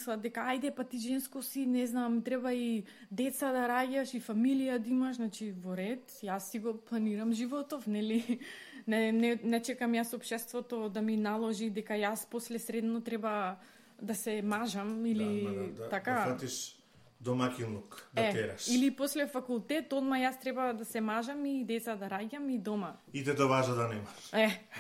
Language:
Macedonian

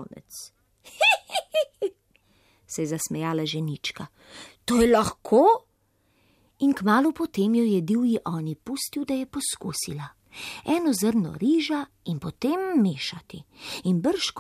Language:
Slovenian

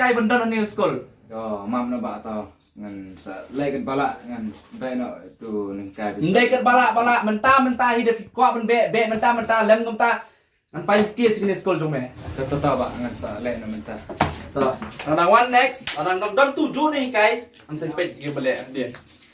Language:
Khasi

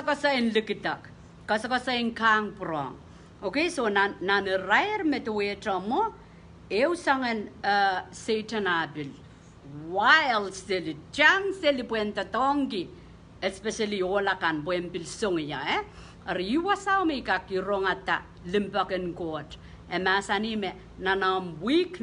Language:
Pohnpeian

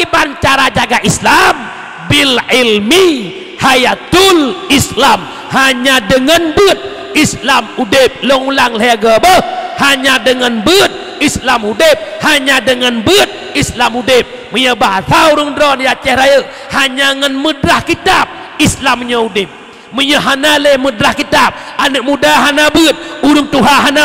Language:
Achinese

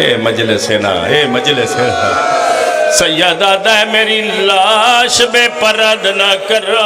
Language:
Pahari-Potwari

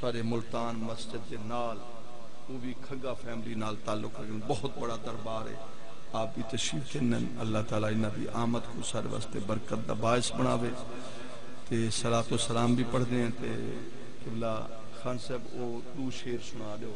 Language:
Saraiki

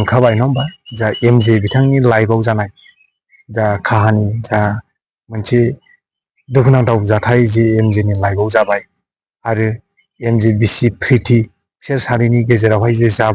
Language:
Bodo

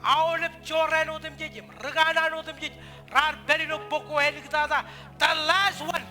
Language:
Marshallese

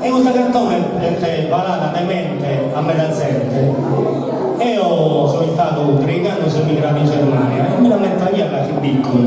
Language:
Sardinian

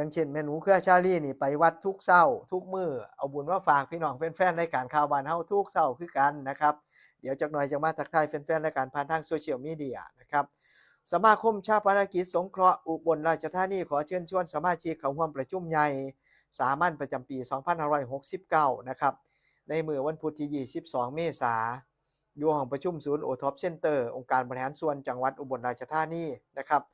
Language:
Northeastern Thai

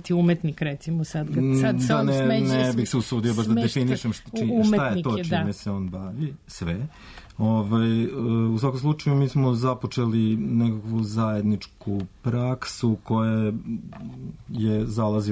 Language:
Serbian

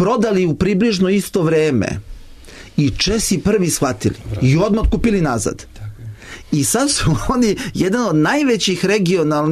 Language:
Serbian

